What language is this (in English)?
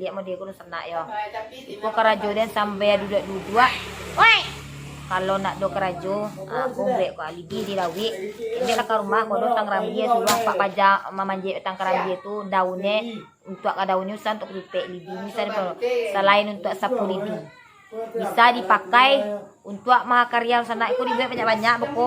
Minangkabau